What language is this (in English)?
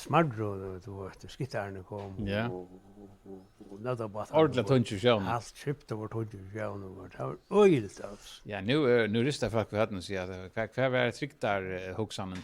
Faroese